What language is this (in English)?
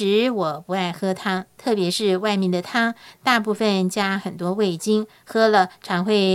Chinese